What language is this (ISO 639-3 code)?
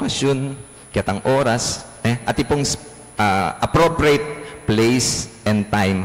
pam